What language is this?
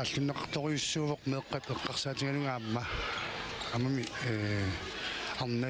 Kalaallisut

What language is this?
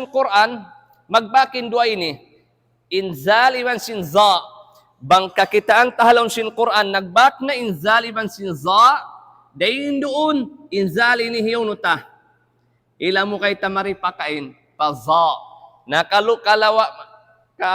Tausug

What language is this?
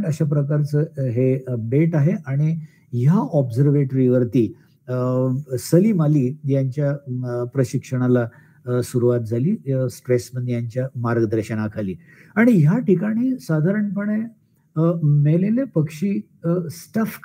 Marathi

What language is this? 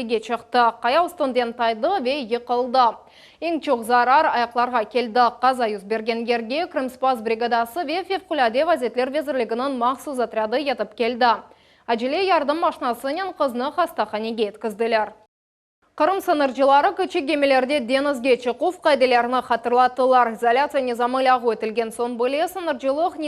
Crimean Tatar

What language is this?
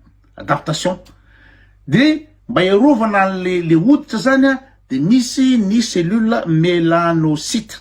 Malagasy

